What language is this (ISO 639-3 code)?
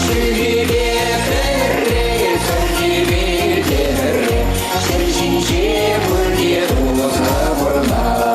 chv